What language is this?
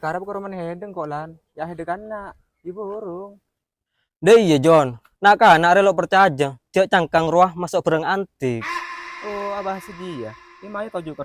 Madurese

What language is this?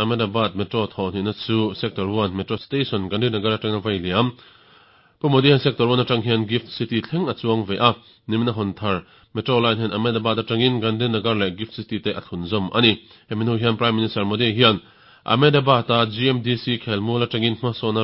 Mizo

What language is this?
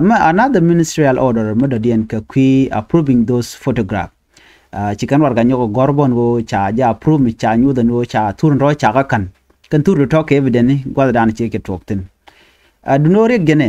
Nuer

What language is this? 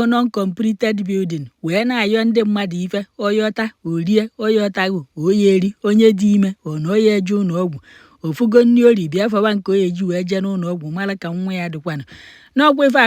Igbo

